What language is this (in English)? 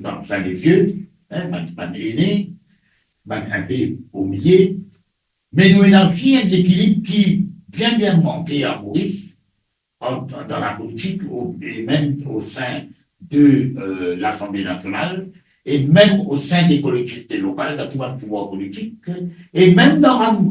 Morisyen